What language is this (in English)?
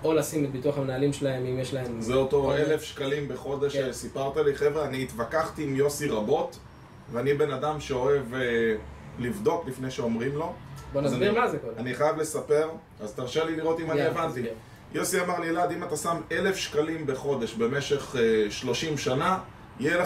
Hebrew